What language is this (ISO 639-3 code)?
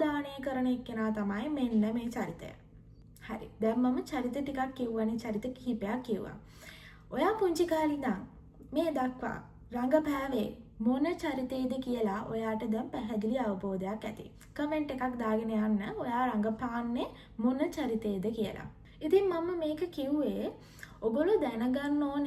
sin